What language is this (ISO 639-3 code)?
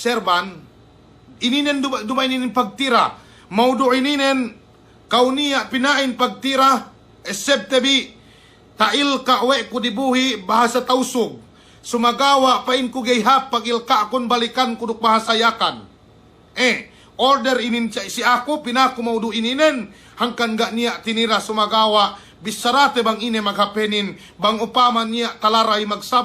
yka